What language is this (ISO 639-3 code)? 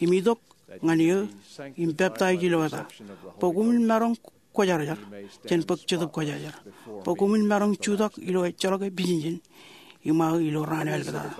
mah